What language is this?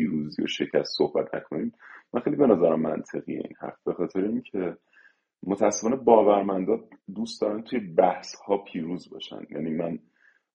Persian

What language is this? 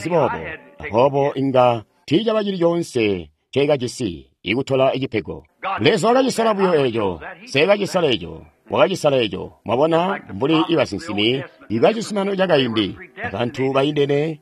Tonga (Zambia)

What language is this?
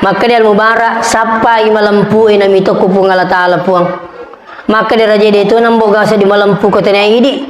Buginese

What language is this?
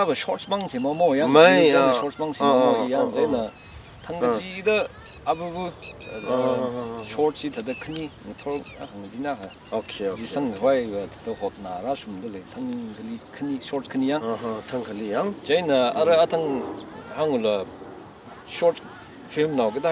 Tangkhul Naga (India)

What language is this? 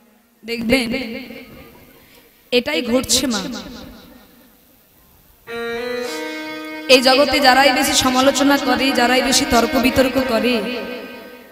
Bangla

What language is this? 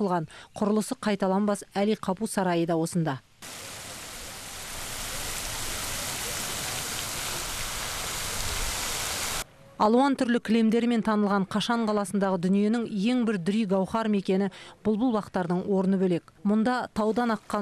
Kazakh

